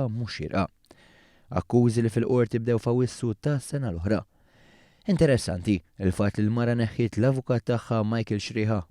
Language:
Maltese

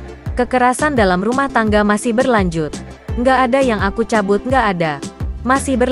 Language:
Indonesian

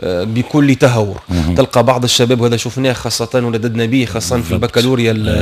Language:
Tunisian Arabic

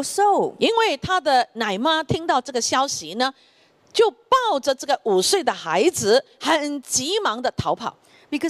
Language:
Chinese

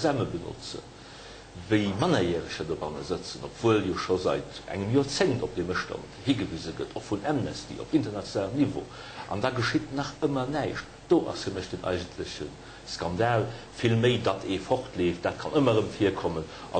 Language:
Luxembourgish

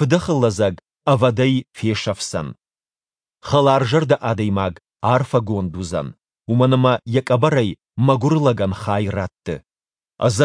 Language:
Ossetic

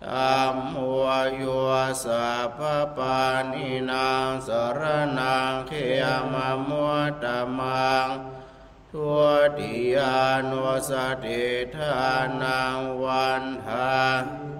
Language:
Pali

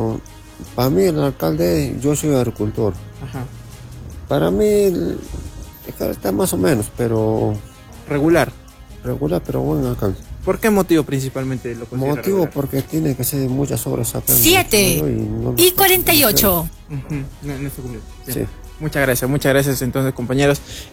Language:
Spanish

